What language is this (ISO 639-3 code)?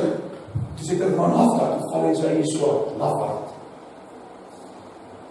afr